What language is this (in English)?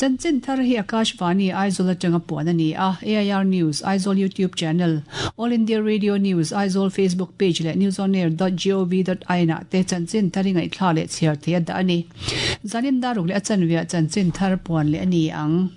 Mizo